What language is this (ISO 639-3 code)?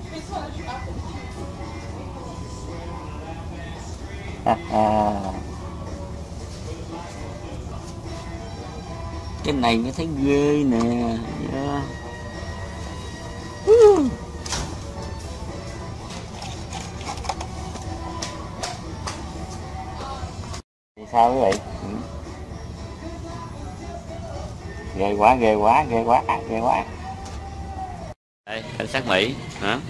vie